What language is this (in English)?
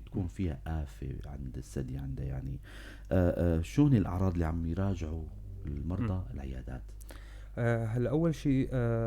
North Levantine Arabic